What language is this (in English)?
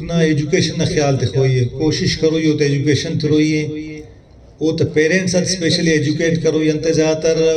Brahui